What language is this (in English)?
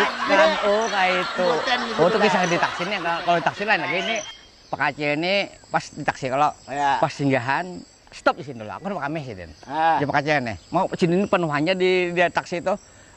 Banjar